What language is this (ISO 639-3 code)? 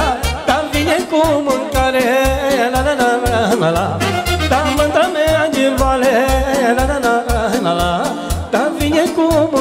ron